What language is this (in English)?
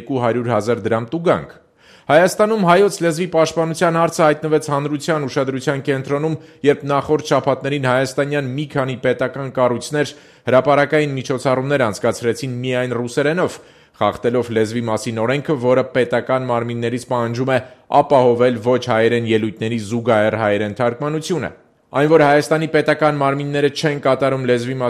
Armenian